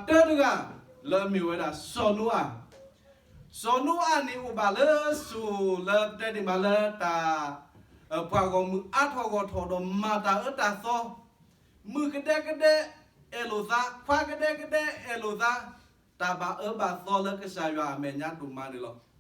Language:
S'gaw Karen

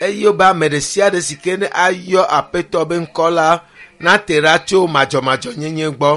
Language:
Ewe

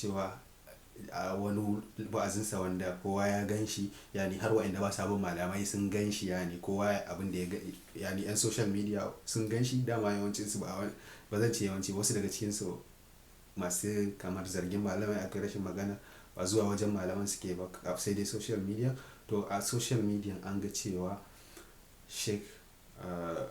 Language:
Hausa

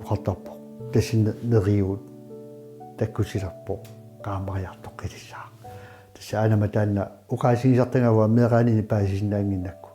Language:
Kalaallisut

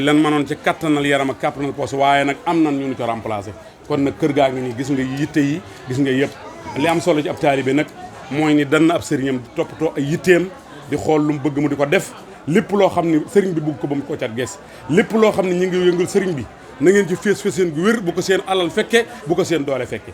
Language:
Wolof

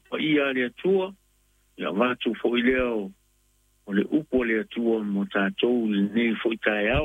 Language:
Samoan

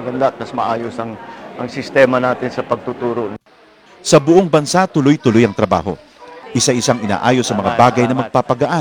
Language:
Filipino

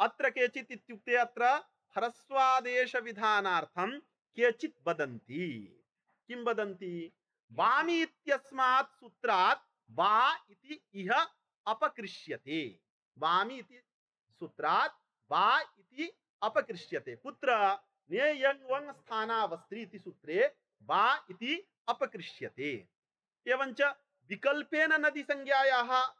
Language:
Sanskrit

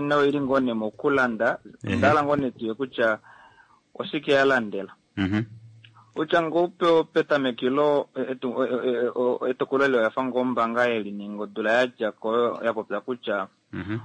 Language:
Kuanyama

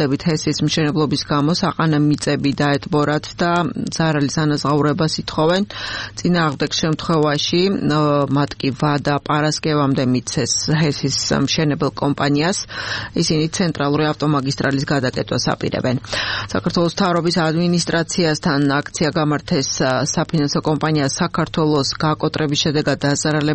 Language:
Georgian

